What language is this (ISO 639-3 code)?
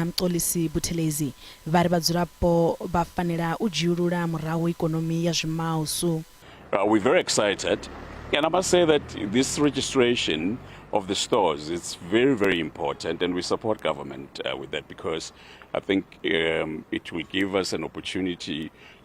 ven